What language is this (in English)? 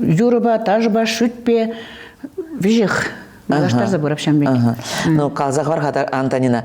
Chuvash